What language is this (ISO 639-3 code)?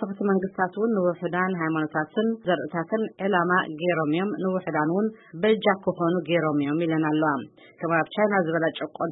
tir